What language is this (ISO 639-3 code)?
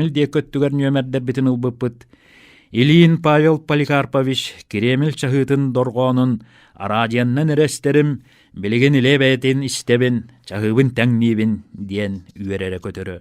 sah